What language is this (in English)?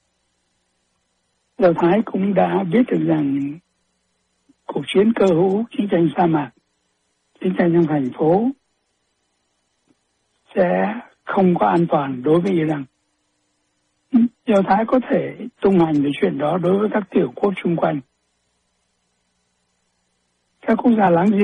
Vietnamese